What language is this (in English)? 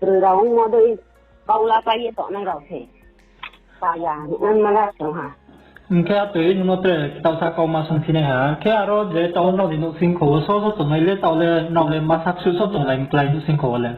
Riang (India)